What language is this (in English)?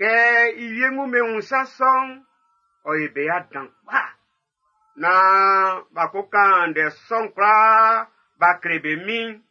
Baoulé